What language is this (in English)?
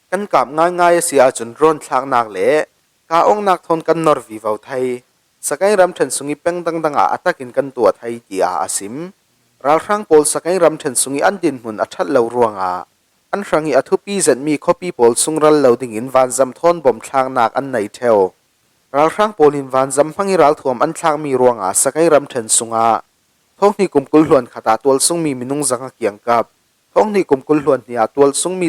Falam Chin